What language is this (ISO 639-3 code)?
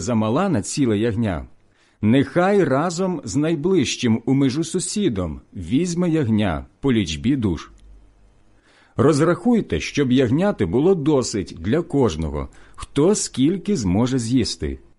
ukr